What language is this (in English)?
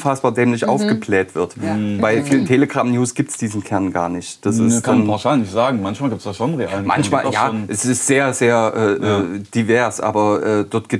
German